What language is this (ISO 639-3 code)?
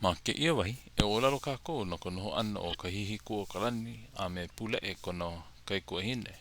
haw